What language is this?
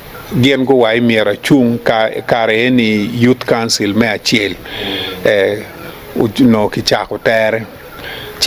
Acoli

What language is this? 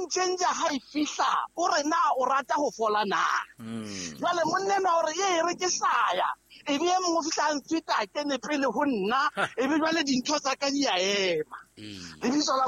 Southern Sotho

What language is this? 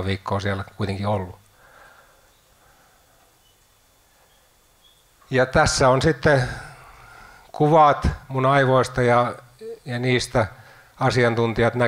Finnish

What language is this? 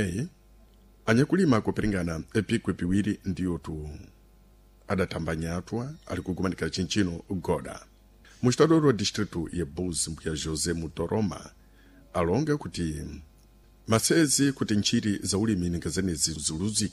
Sena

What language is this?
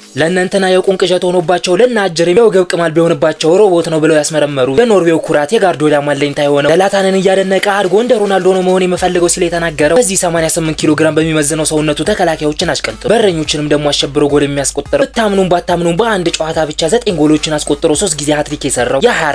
Amharic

